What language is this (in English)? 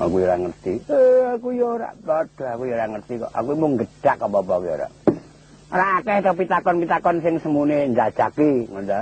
Javanese